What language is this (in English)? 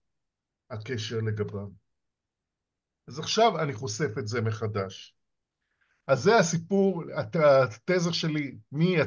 Hebrew